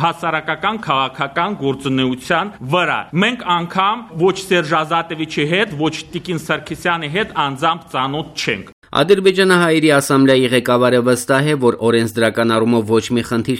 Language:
Armenian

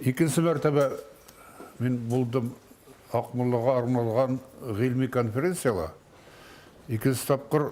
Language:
Bashkir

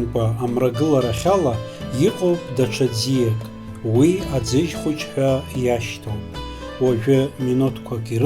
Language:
Abkhazian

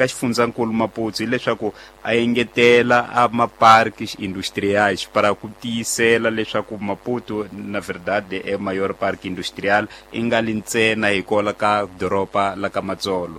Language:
Tsonga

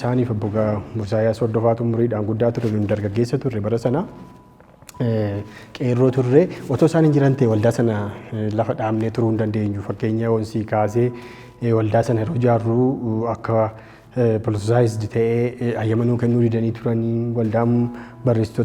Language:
Oromo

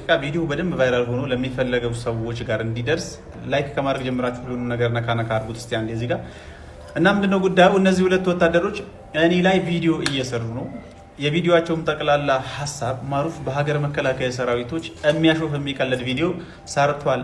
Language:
Amharic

